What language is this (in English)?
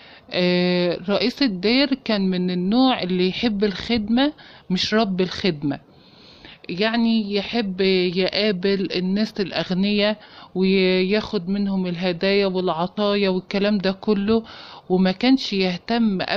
Egyptian Arabic